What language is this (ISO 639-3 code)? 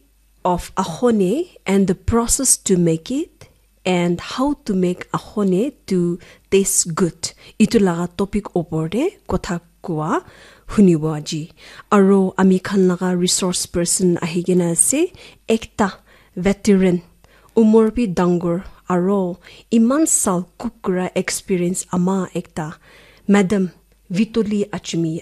nag